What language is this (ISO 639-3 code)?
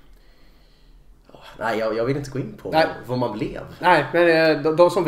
swe